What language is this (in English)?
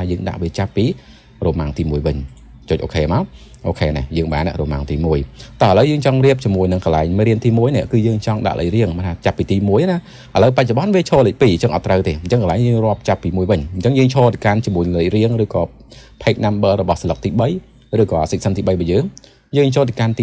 Khmer